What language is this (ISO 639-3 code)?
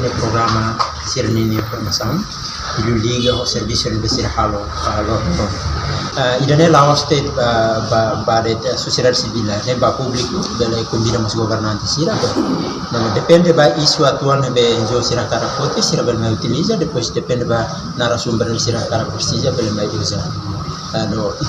tet